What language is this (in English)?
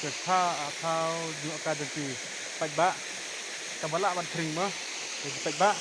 Khasi